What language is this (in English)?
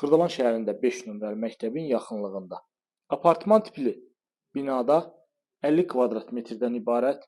Azerbaijani